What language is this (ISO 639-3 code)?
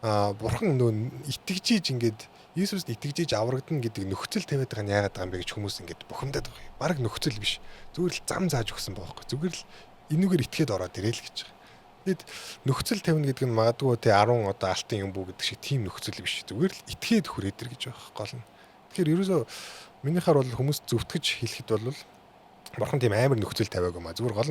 mon